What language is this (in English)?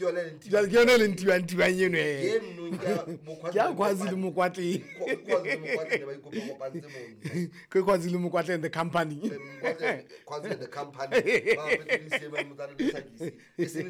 Southern Sotho